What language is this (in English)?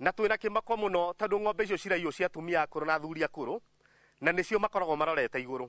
Kikuyu